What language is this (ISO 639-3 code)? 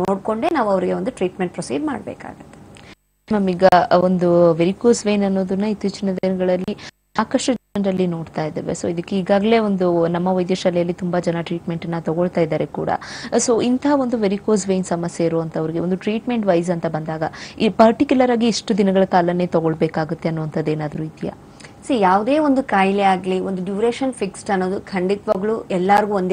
kan